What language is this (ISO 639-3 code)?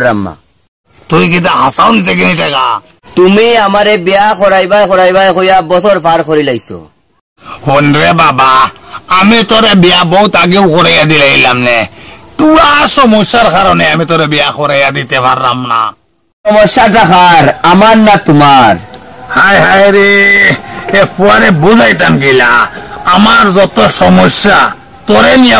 syl